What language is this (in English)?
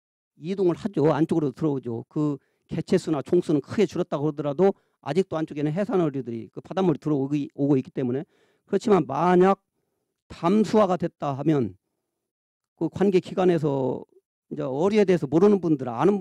Korean